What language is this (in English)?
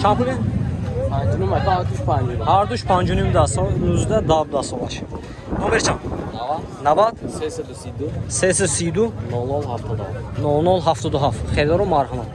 Tajik